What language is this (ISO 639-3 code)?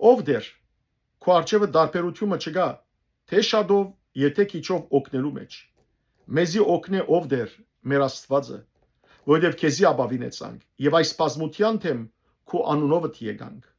hyw